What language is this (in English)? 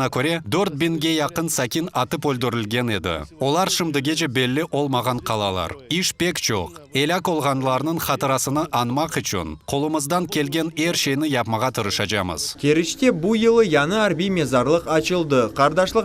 Crimean Tatar